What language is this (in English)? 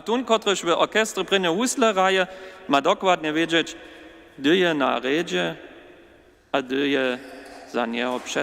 Upper Sorbian